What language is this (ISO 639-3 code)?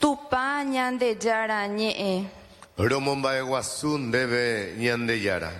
grn